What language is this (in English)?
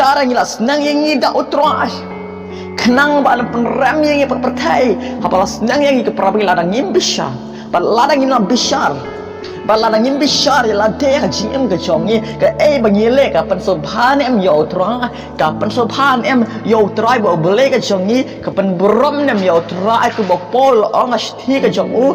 Khasi